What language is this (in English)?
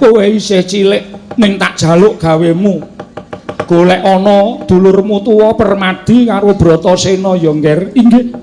Javanese